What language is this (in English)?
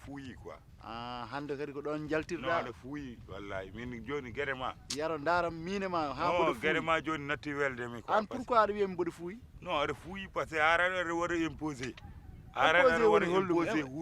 Fula